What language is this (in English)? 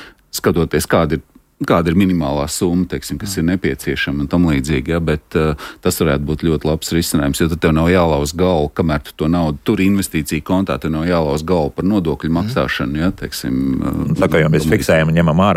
Latvian